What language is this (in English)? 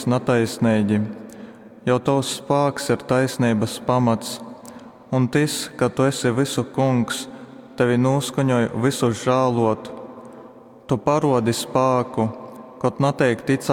Latgalian